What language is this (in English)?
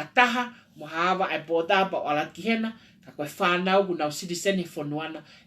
Tongan